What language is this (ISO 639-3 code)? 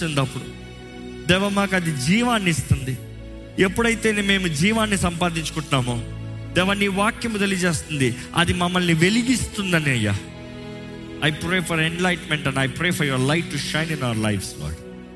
tel